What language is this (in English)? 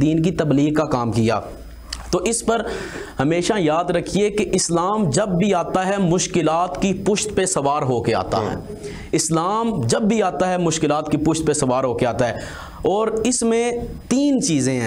Urdu